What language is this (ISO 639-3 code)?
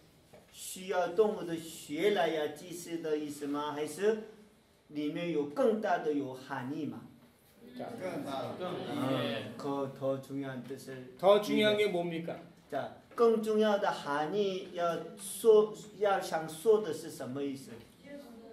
kor